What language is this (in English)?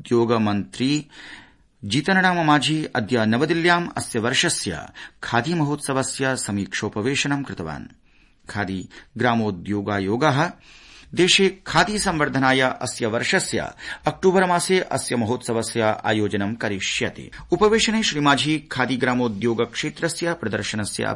Sanskrit